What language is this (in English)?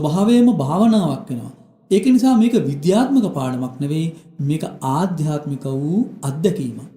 Sinhala